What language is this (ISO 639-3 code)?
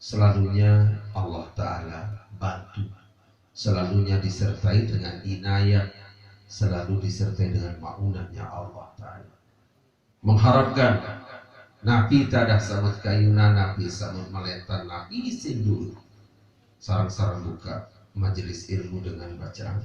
sas